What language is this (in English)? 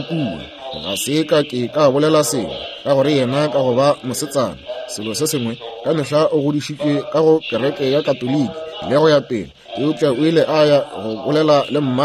Northern Sotho